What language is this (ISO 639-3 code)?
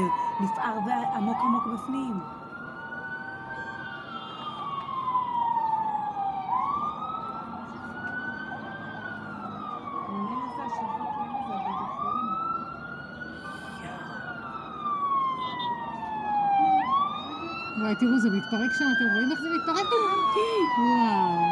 heb